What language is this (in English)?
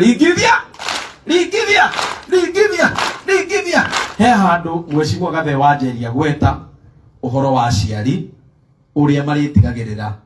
Kikuyu